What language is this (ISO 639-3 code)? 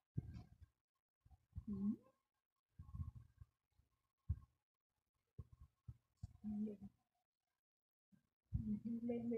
fil